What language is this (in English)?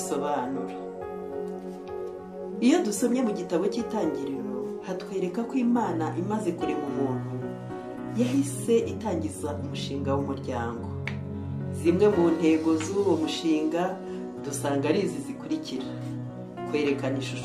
Kinyarwanda